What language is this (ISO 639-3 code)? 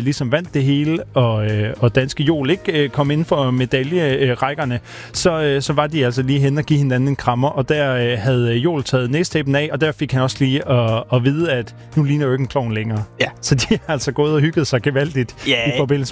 dan